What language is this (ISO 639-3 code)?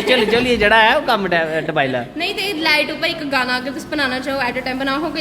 doi